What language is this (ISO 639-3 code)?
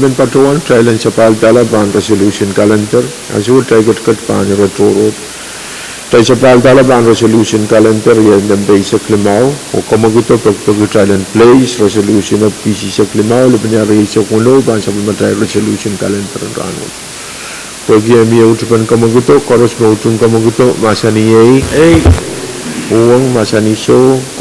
pon